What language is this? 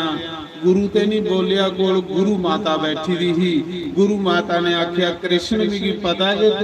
Dogri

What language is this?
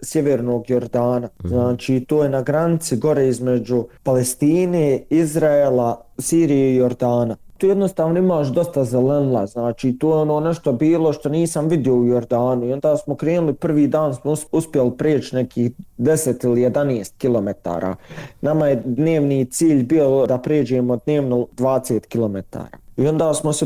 Bosnian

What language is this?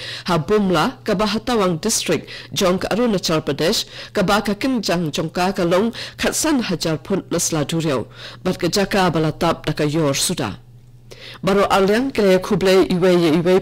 Khasi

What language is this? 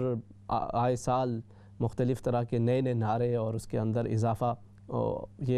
Urdu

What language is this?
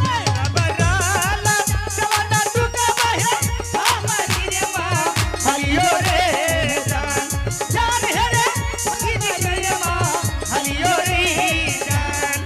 Angika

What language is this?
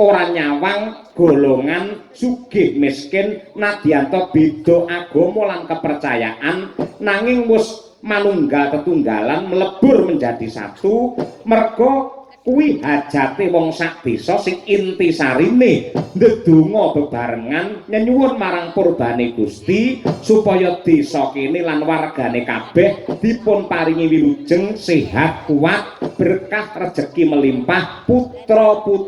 Javanese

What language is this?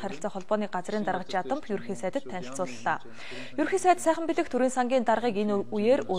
Mongolian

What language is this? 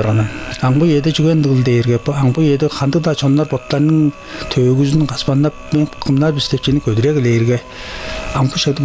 Tuvinian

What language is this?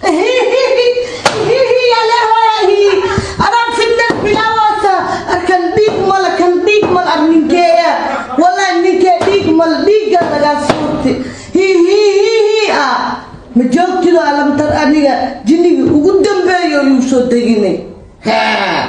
Somali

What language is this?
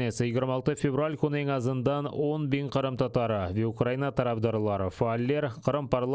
Crimean Tatar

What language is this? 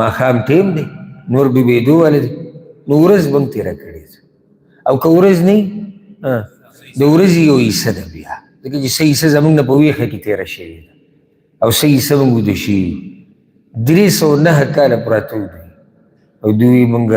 Pashto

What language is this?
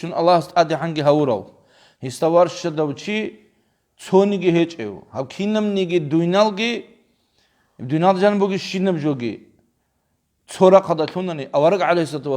Avaric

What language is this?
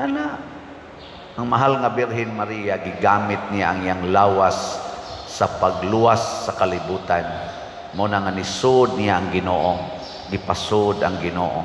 Cebuano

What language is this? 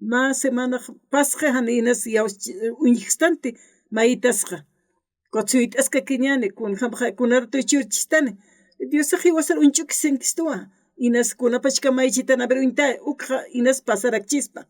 Aymara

